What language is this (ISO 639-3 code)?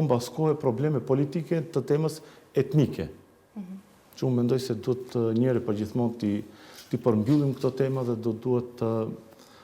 sqi